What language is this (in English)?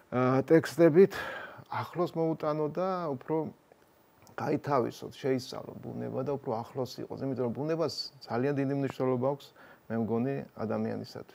Georgian